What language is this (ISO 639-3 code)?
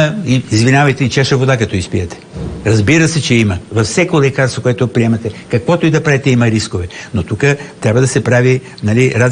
bul